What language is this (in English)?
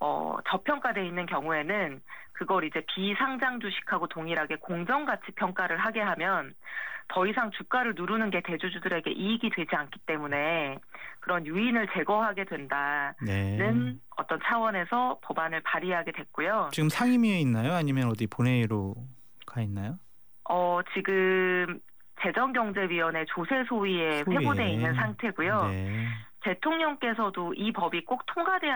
Korean